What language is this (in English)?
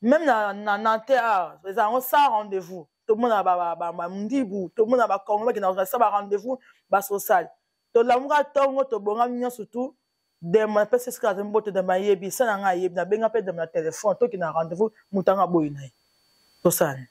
Lingala